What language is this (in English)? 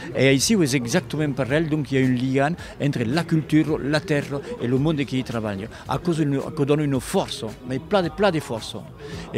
Occitan